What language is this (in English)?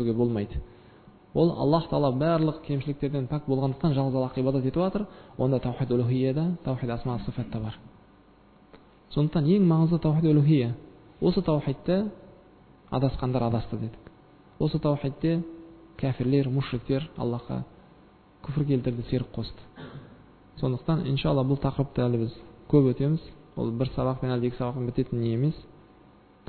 Kazakh